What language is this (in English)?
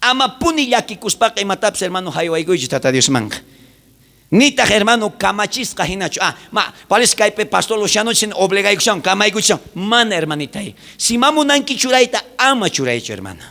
South Bolivian Quechua